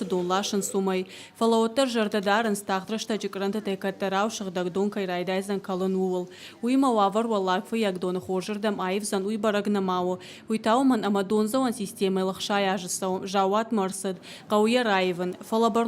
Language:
Ossetic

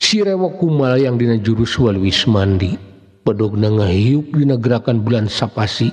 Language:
Sundanese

